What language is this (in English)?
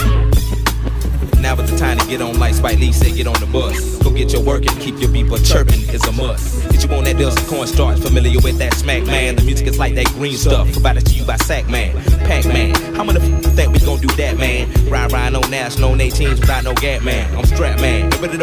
English